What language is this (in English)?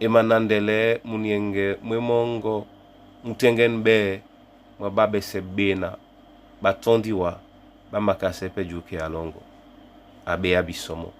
Duala